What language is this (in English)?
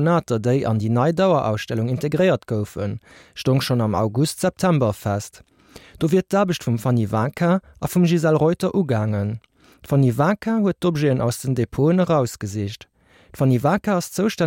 Luxembourgish